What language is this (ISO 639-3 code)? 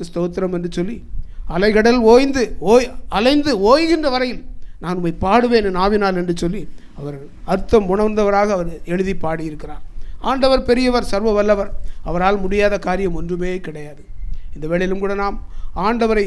tam